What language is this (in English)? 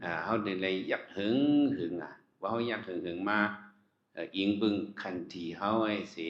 Shan